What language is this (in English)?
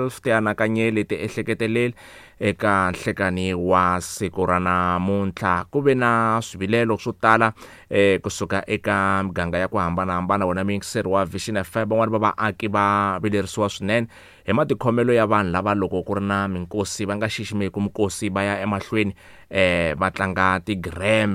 Tsonga